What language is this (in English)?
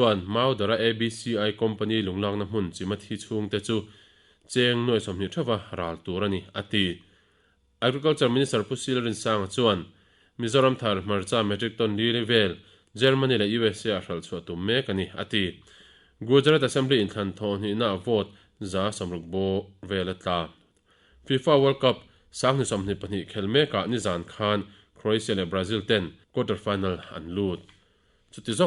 Mizo